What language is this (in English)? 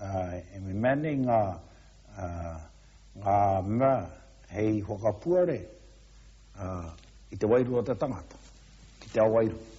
Māori